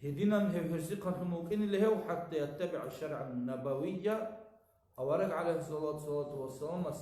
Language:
Avaric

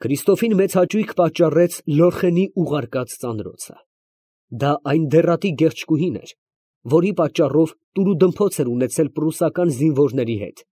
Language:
Armenian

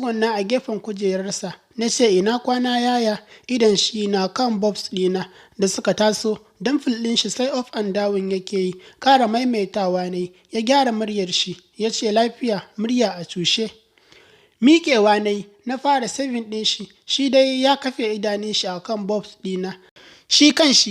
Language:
Hausa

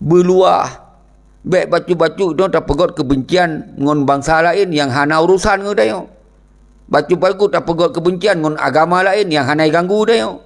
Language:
Achinese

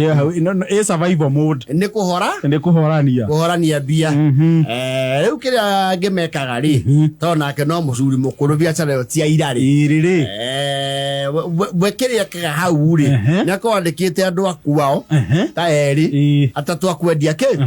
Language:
Kikuyu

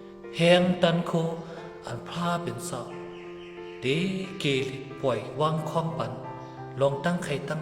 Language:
Shan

